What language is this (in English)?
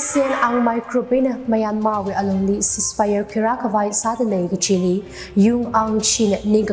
Tangkhul Naga (India)